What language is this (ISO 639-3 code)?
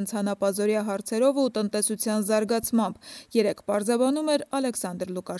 hye